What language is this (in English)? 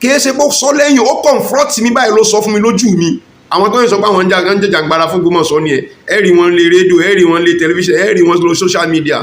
Yoruba